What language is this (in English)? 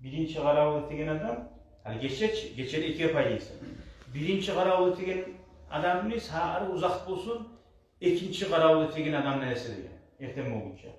Kumyk